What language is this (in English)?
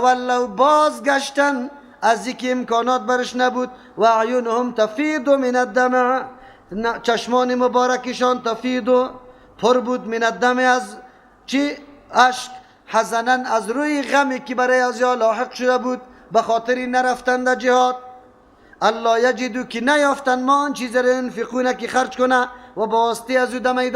Persian